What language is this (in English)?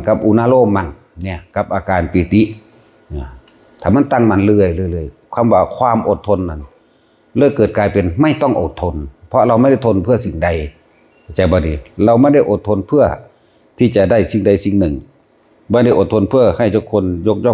Northeastern Thai